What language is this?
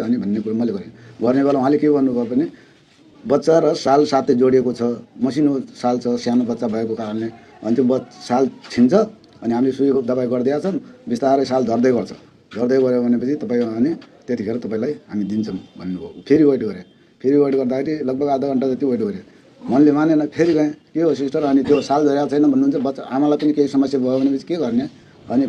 Nepali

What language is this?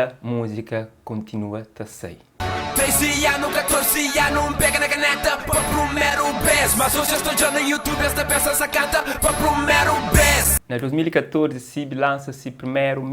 Kabuverdianu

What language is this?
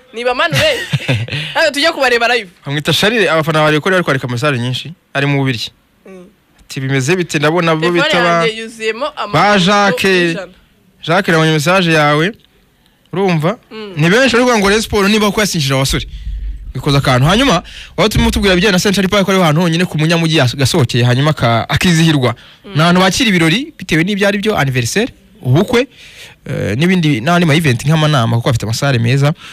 Kinyarwanda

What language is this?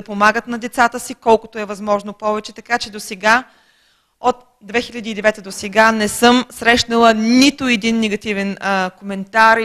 Bulgarian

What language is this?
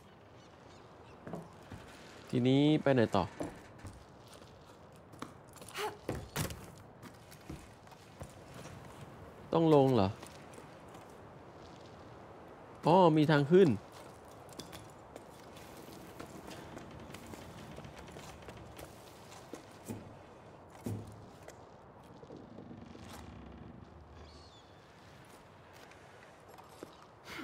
Thai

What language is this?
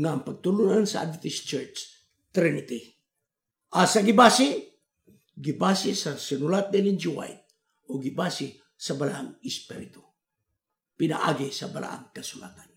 Cebuano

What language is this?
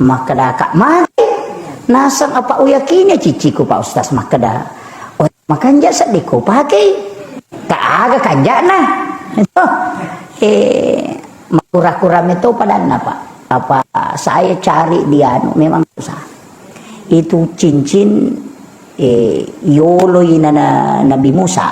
Buginese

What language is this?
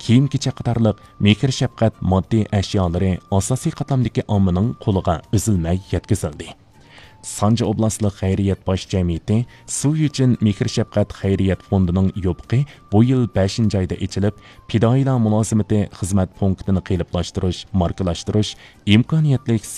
Uyghur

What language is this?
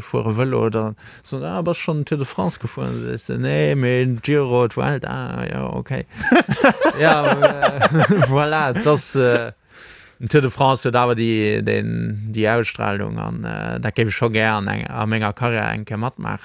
Luxembourgish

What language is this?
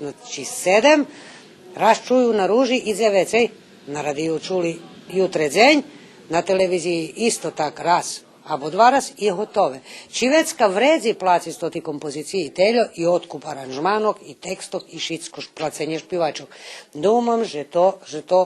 Rusyn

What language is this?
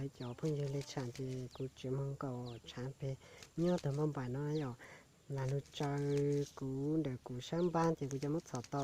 Hmong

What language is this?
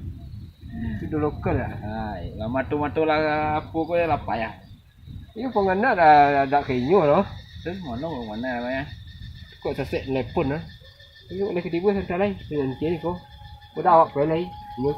Minangkabau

